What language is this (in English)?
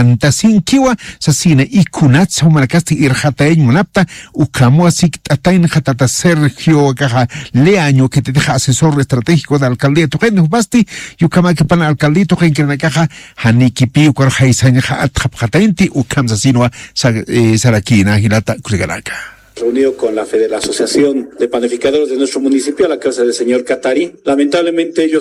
Aymara